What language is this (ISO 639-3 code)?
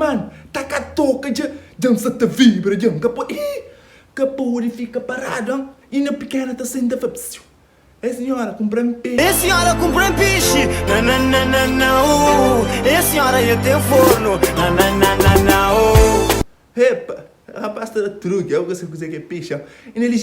kea